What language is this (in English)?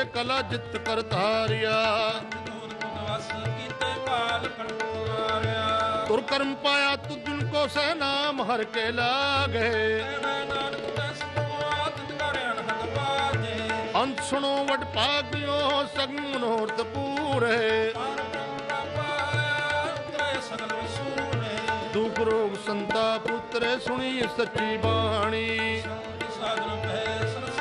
Punjabi